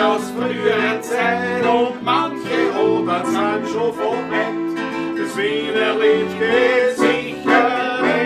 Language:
Bavarian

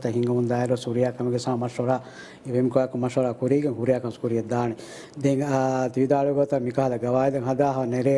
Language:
Divehi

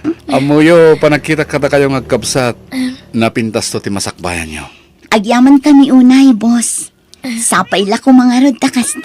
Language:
Iloko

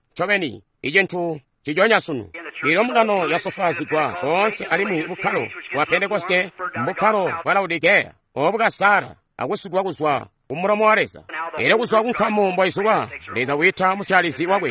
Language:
Tonga (Zambia)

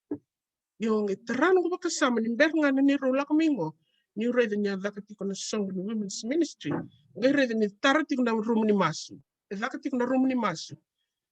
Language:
Fijian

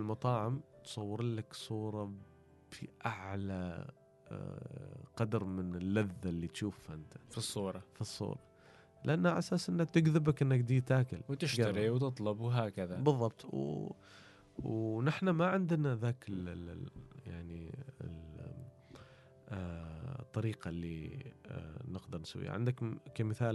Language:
Gulf Arabic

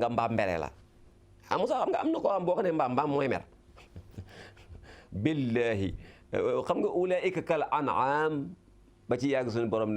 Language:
Wolof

